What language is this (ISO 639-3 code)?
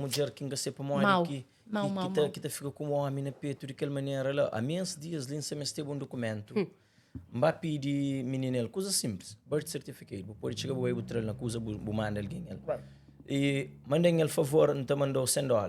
kea